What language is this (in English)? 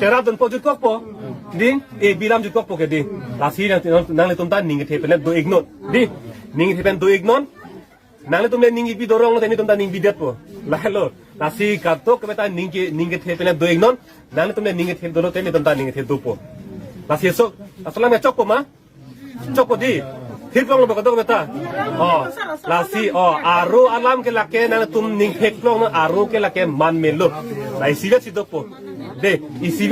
Karbi